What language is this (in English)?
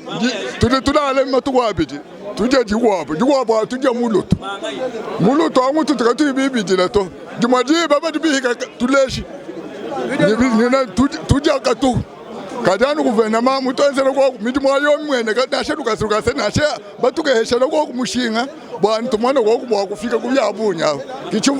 Luba-Lulua